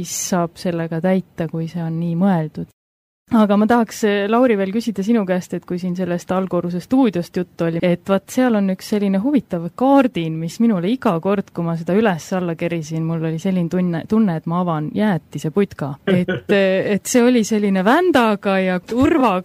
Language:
Estonian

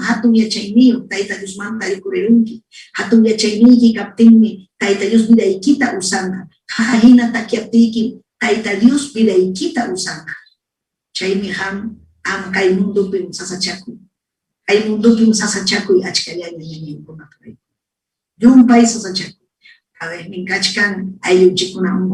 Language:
Ayacucho Quechua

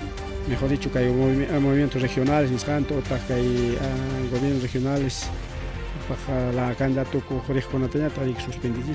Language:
Ayacucho Quechua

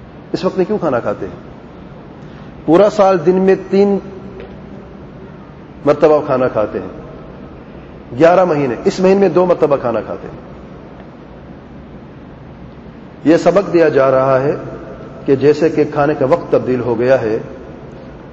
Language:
Urdu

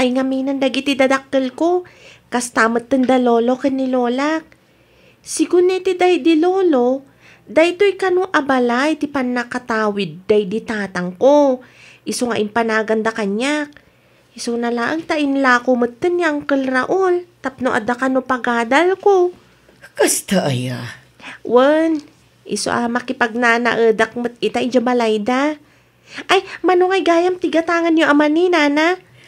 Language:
Iloko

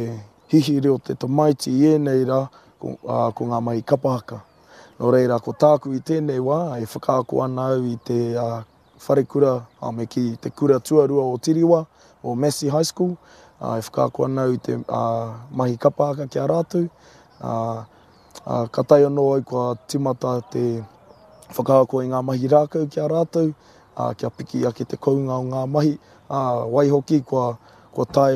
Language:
Māori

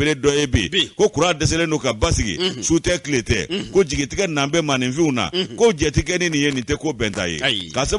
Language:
Bambara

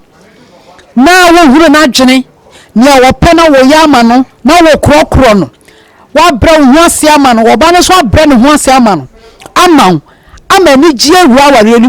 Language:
Akan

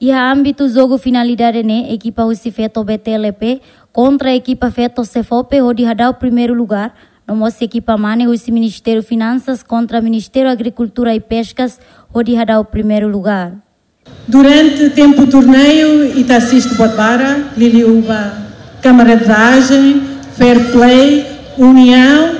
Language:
Tetum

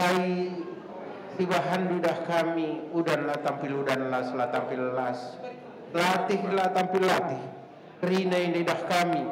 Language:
Batak Karo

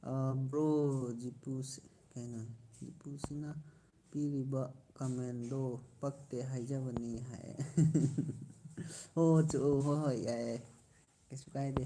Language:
Manipuri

